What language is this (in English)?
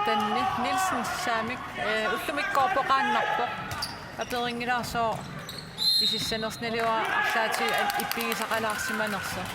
Kalaallisut